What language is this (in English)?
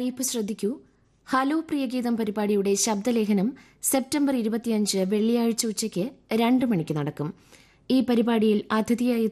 Malayalam